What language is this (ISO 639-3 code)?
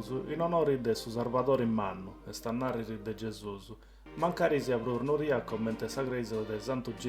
srd